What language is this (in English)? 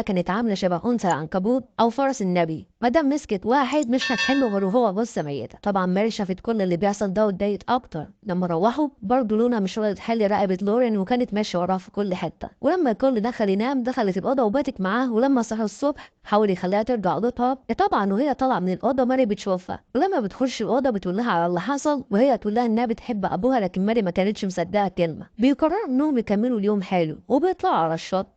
Egyptian Arabic